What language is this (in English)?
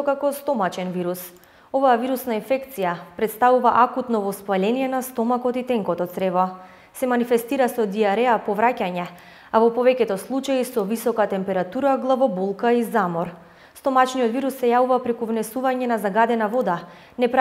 Macedonian